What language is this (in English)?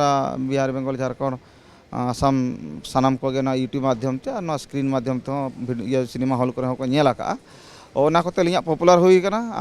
Santali